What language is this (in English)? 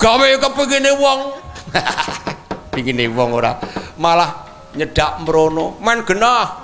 Javanese